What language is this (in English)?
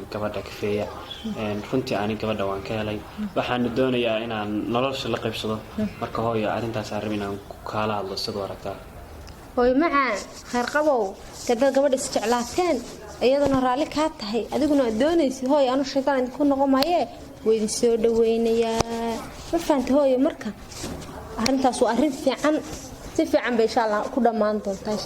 Somali